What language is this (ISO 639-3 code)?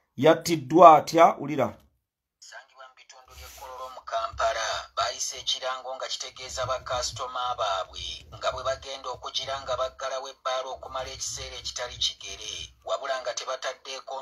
lug